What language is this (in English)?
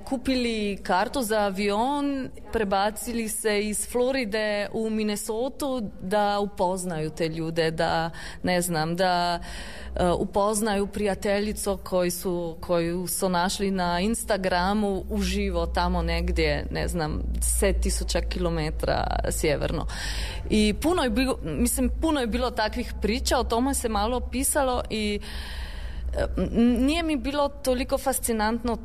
Serbian